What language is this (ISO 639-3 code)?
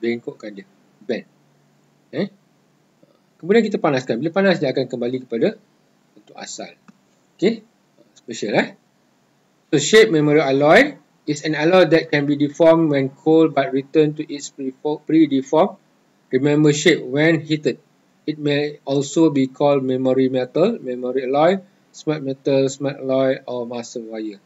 msa